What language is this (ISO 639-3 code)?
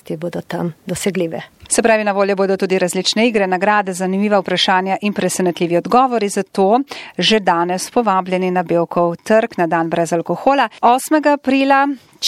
slv